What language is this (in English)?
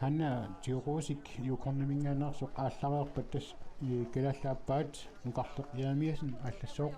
Kalaallisut